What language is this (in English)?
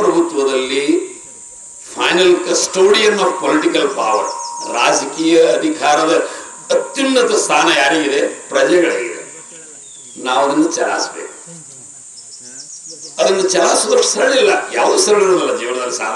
Kannada